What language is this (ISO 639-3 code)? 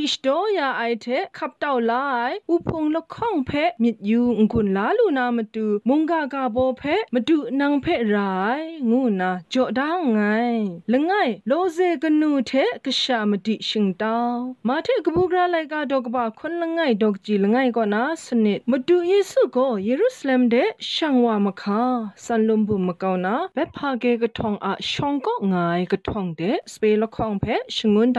kac